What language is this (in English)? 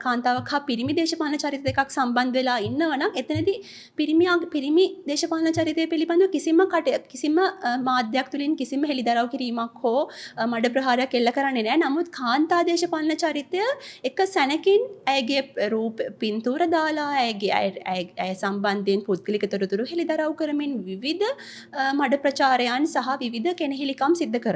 Sinhala